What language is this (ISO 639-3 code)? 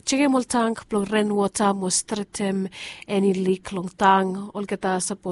bis